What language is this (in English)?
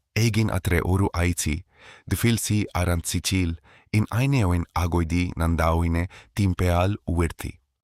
Irish